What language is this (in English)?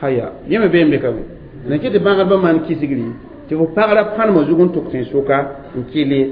Mossi